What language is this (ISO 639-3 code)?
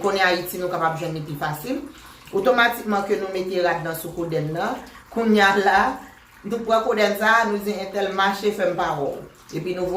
hat